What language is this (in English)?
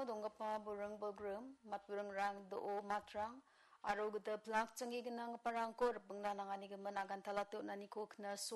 Garo